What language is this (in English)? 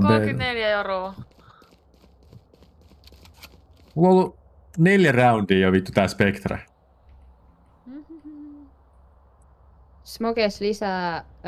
Finnish